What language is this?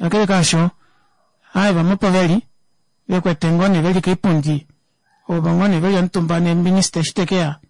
Kuanyama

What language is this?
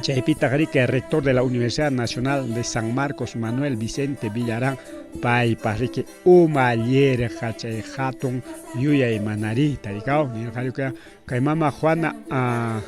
Ayacucho Quechua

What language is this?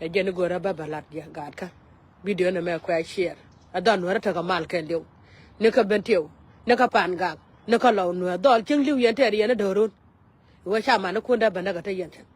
Nuer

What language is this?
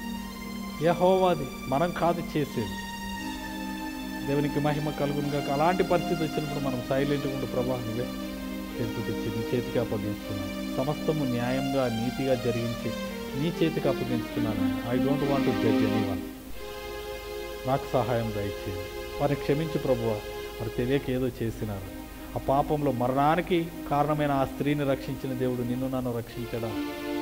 Telugu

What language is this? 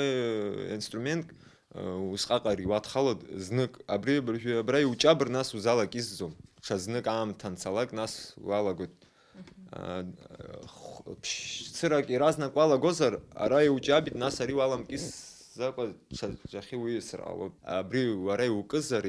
Abkhazian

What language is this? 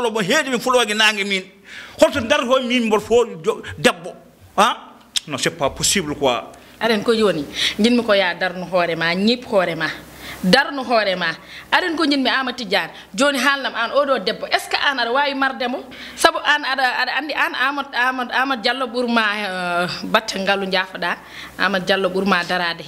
Fula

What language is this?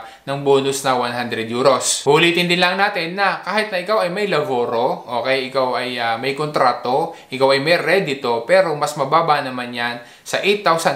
Filipino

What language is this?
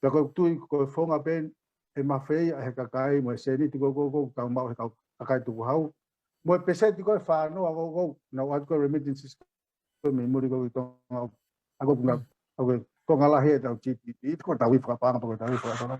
Tongan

